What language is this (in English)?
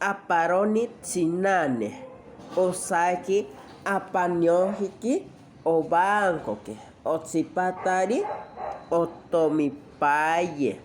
Asháninka